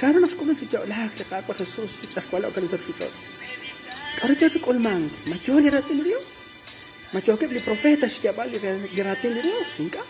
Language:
Kekchí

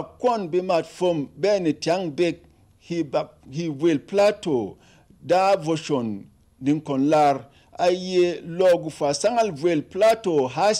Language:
Berom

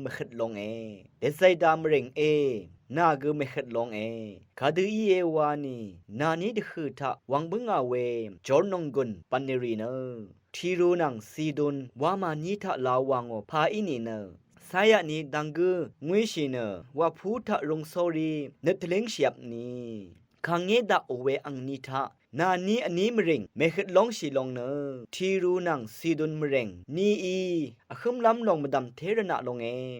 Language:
Rawang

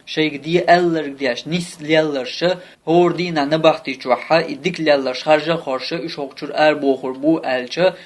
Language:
Chechen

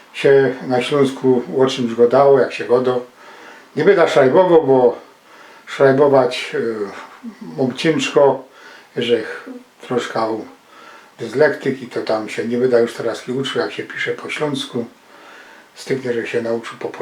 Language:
Silesian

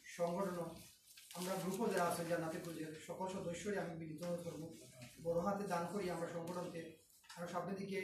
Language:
Sylheti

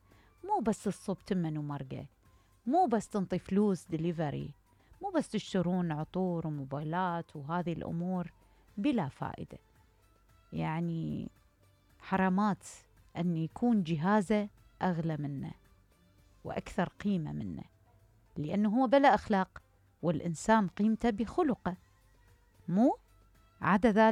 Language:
Mesopotamian Arabic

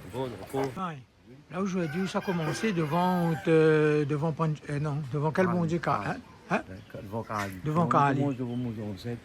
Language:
Réunion Creole French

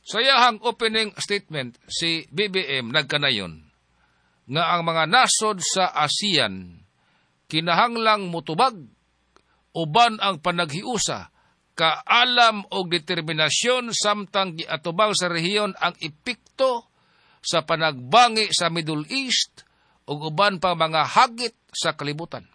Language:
Cebuano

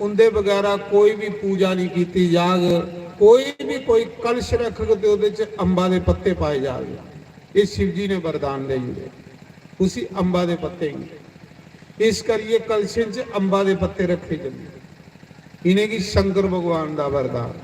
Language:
Dogri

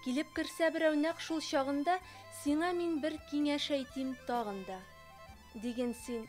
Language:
Tatar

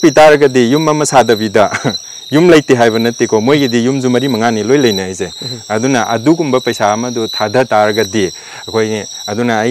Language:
Manipuri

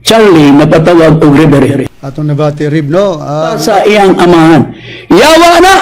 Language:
Cebuano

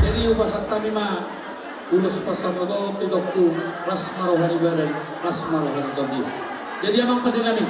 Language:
Batak Toba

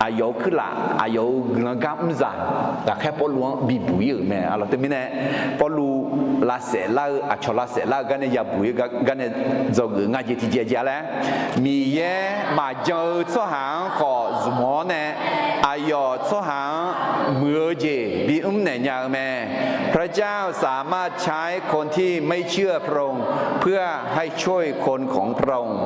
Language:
Akha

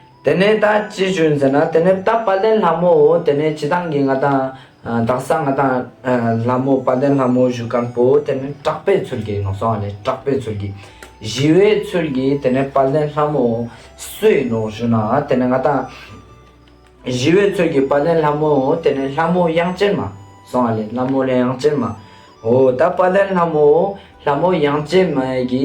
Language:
Ladakhi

